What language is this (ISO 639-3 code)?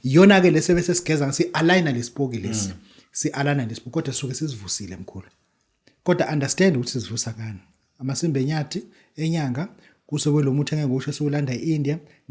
zul